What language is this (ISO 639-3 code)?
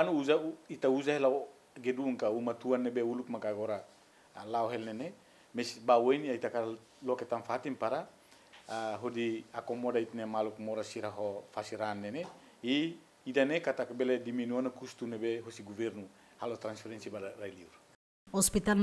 tet